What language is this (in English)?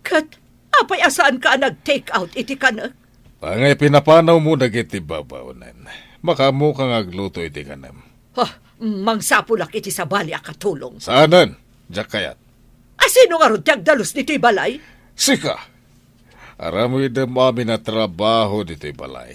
Iloko